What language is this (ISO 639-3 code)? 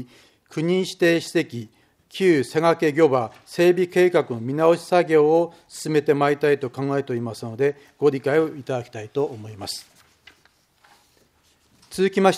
jpn